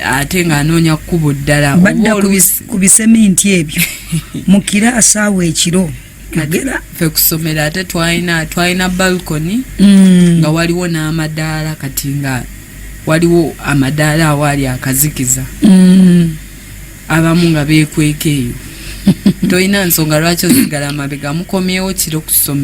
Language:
Ganda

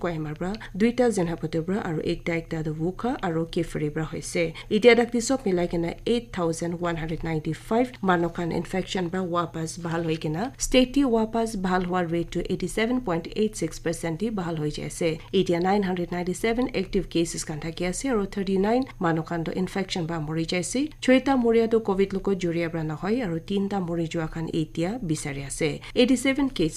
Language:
Naga Pidgin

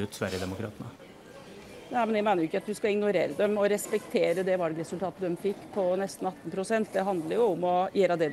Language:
Norwegian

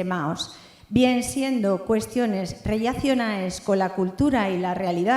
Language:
Asturian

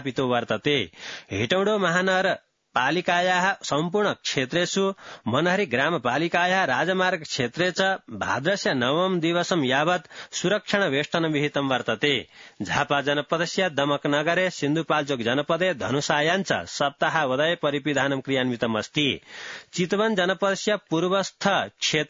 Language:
Sanskrit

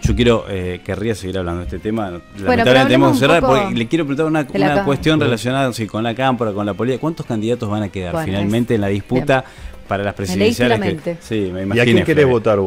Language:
Spanish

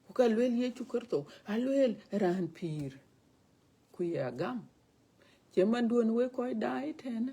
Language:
Dinka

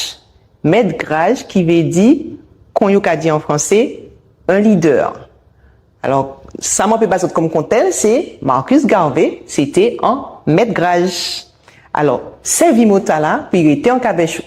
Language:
Guadeloupean Creole French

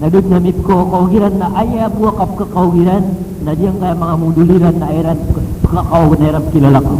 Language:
Maranao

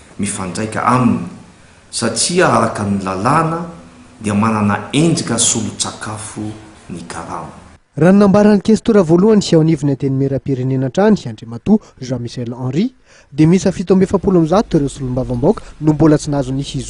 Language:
Malagasy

